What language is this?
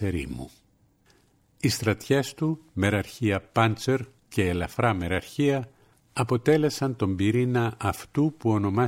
Greek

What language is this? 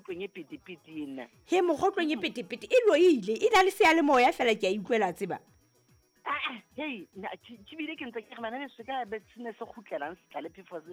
Southern Sotho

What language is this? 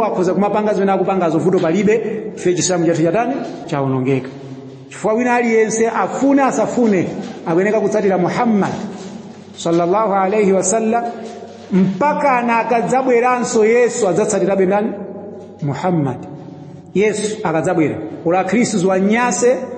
Nyanja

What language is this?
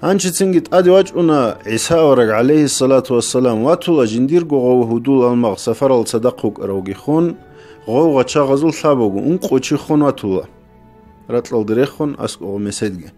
Avaric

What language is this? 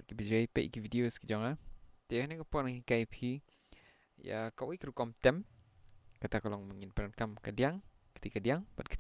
Khasi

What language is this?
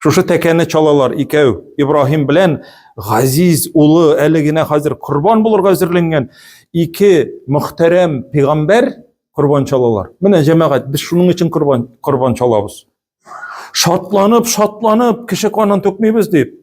Tatar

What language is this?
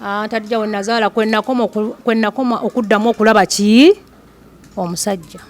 Ganda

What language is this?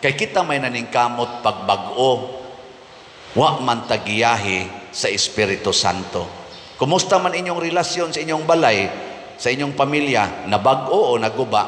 Cebuano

